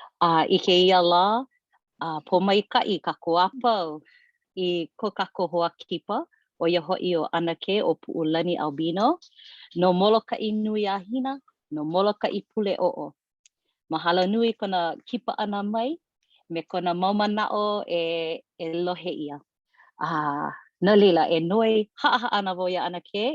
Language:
Hawaiian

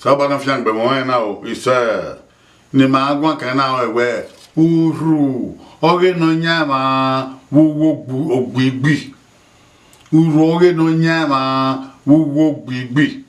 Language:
Bini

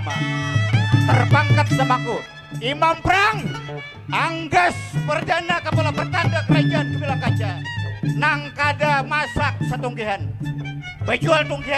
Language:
Banjar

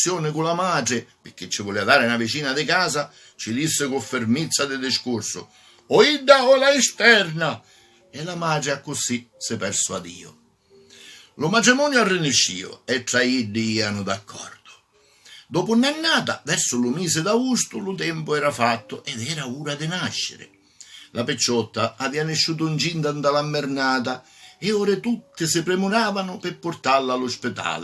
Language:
Sicilian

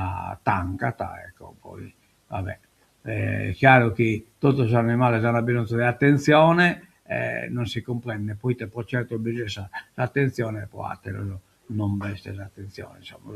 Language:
Sardinian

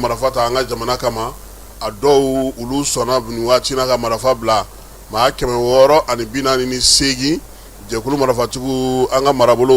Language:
Bambara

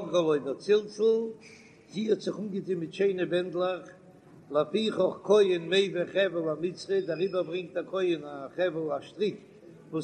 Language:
Yiddish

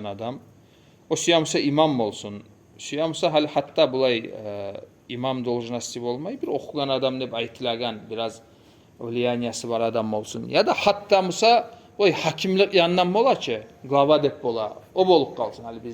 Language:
Kumyk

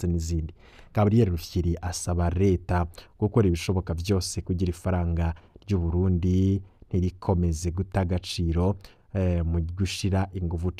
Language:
Rundi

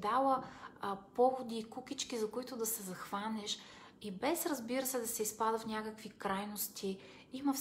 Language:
Bulgarian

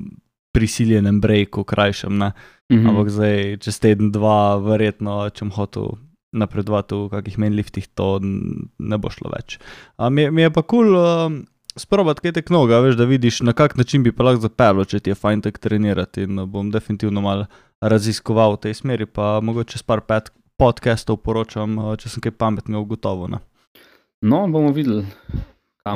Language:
Slovenian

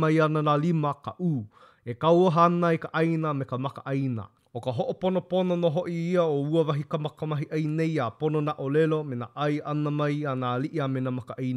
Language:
Hawaiian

